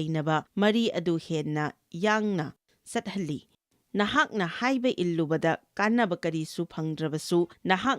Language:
Manipuri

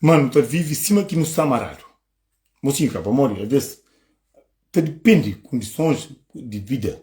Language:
Kabuverdianu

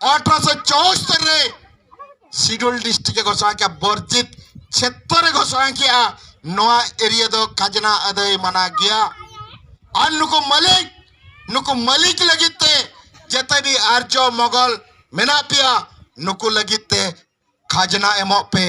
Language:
Santali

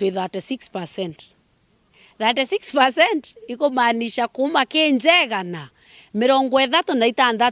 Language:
Meru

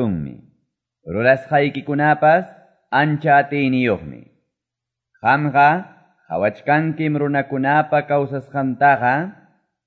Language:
Quechua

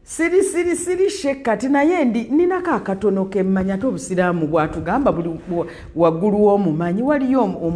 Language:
Ganda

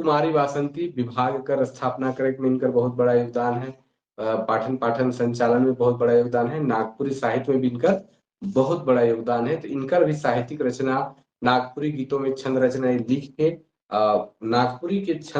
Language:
Sadri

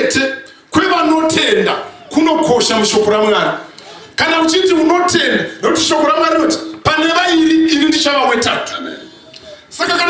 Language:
Shona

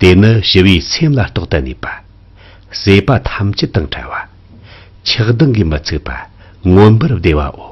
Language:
Tibetan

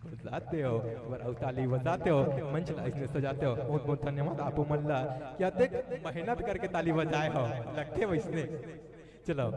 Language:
Chhattisgarhi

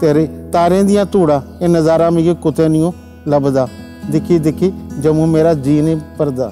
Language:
Dogri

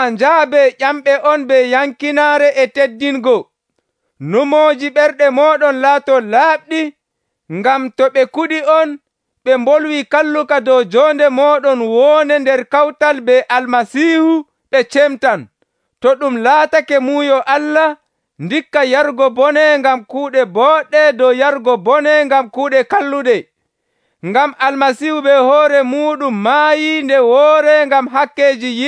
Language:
Nigerian Fulfulde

